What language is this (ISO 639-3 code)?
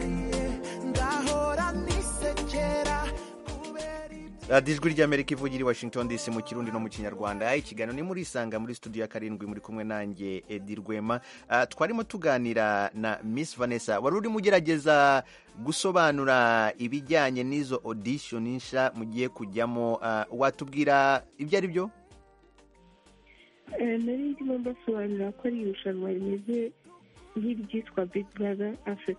kin